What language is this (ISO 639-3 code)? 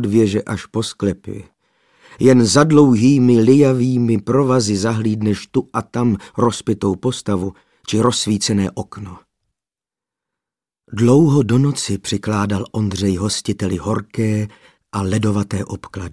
ces